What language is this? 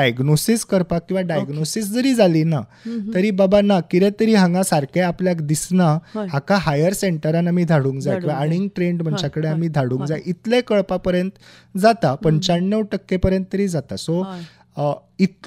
Konkani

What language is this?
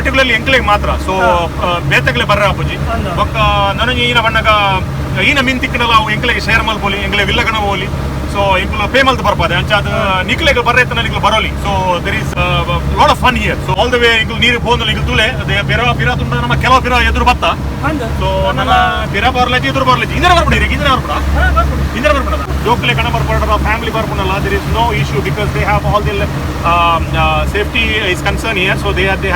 Tulu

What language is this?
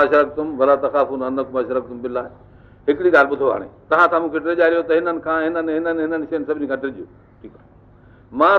Sindhi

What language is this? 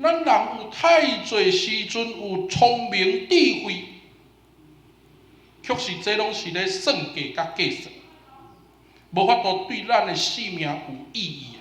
Min Nan Chinese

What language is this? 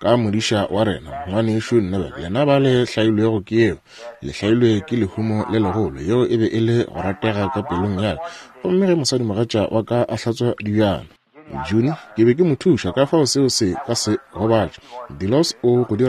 Northern Sotho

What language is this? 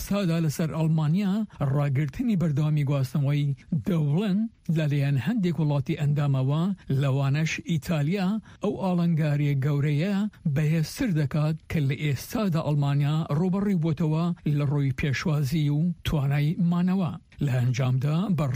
Central Kurdish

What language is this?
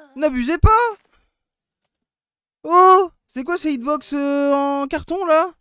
French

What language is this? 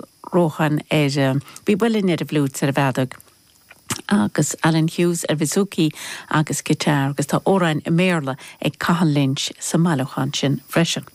Irish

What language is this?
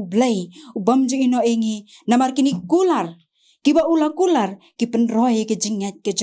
Khasi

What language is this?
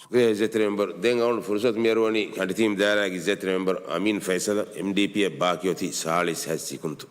Divehi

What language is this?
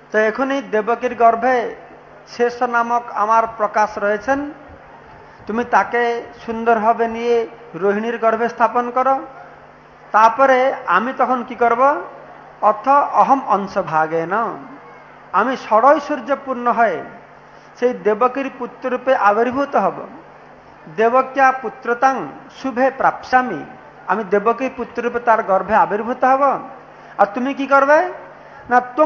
Bangla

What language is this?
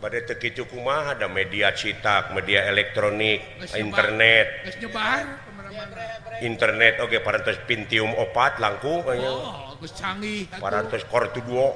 Sundanese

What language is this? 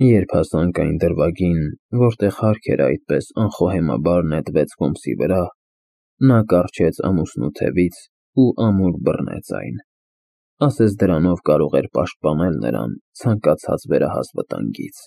Armenian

